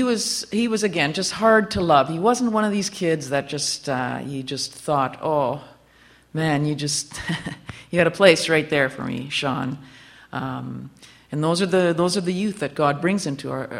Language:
English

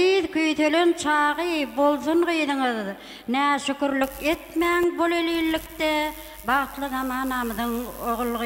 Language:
Turkmen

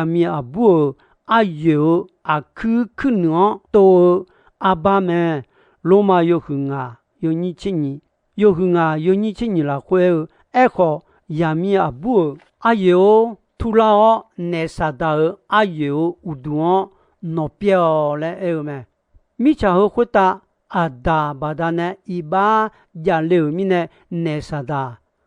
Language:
Akha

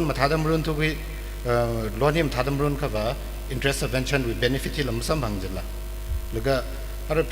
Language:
Tangkhul Naga (India)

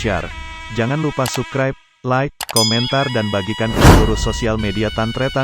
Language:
Madurese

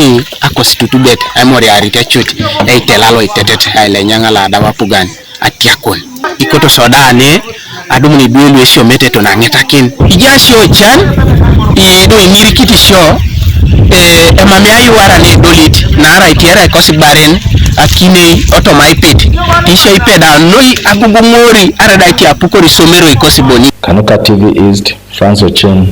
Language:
Teso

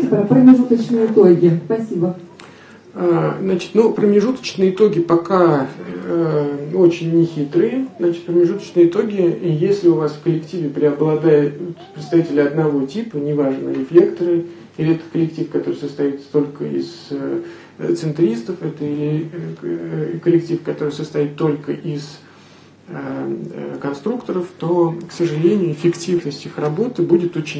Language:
Russian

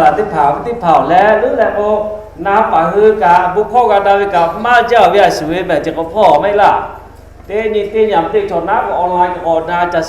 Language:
Lahu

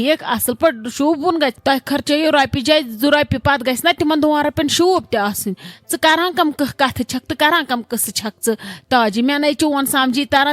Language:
Kashmiri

